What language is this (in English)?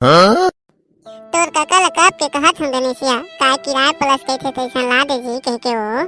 Chhattisgarhi